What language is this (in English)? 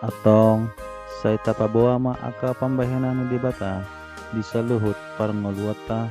Batak Toba